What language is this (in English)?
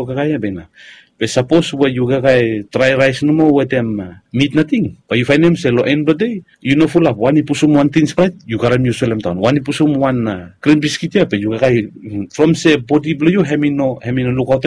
Bislama